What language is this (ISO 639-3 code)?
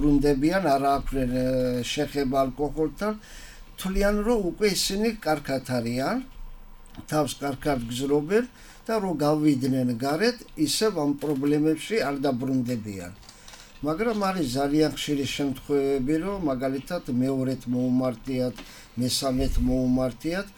kat